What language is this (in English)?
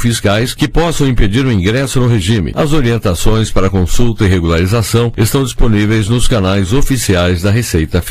Portuguese